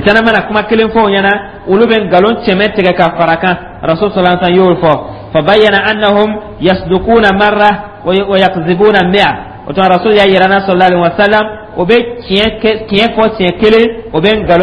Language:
Dyula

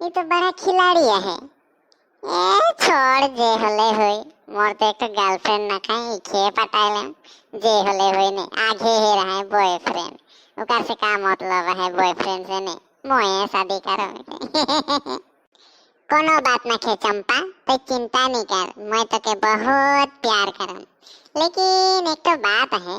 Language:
Sadri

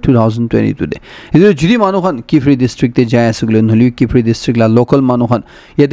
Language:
Naga Pidgin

